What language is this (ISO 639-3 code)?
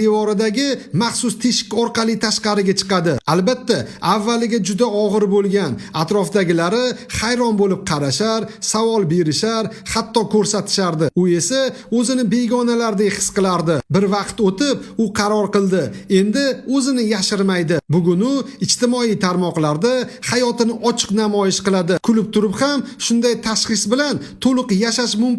uzb